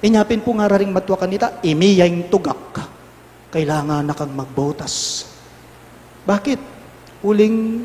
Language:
Pampanga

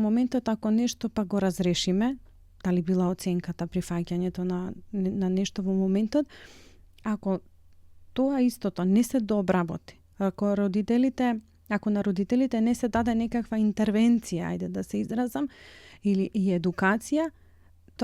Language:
Macedonian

